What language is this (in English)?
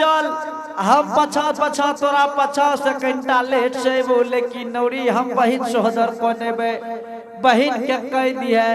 Angika